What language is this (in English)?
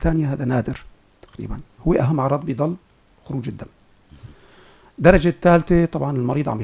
North Levantine Arabic